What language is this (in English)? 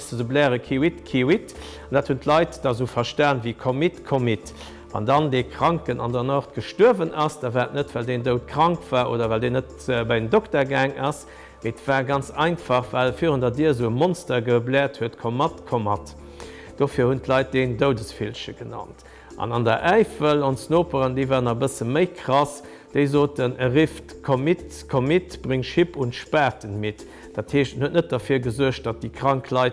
Luxembourgish